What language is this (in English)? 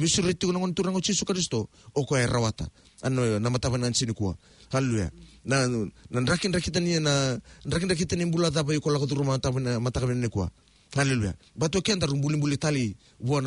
Fijian